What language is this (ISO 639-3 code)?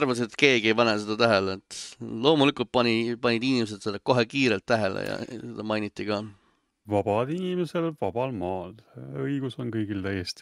est